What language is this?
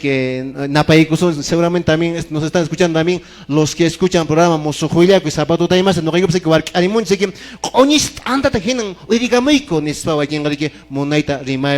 Quechua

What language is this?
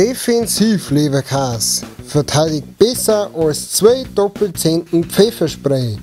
Bavarian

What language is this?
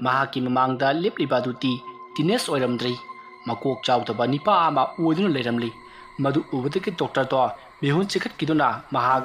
Manipuri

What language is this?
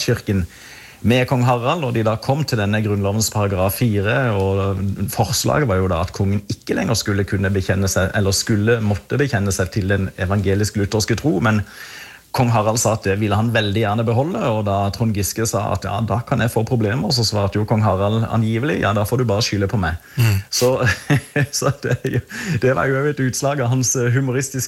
Norwegian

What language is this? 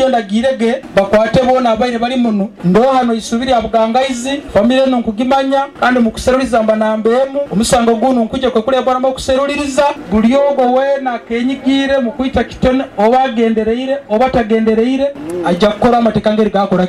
Nyoro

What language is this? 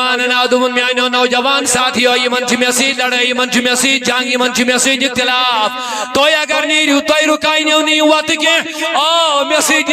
Kashmiri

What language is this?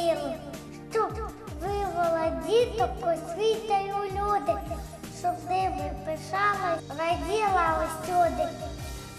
Ukrainian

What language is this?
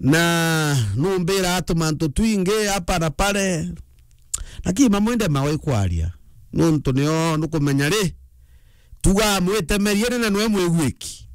Meru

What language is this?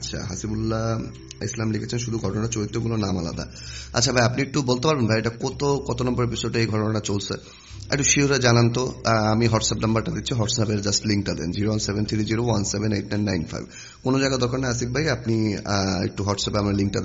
Bangla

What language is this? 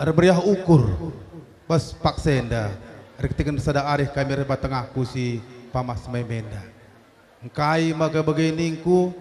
Batak Karo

